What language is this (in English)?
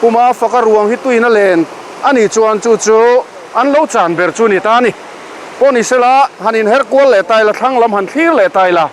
Mizo